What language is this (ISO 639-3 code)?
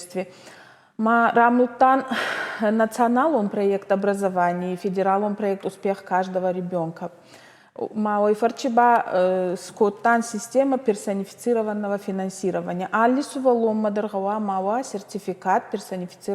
oss